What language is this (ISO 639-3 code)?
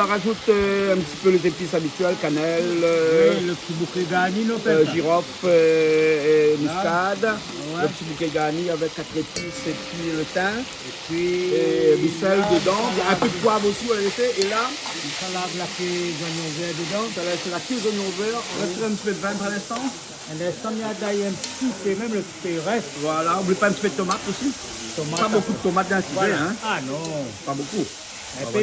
rcf